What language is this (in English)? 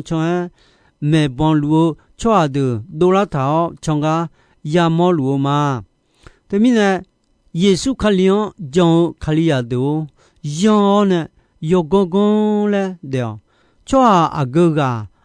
Akha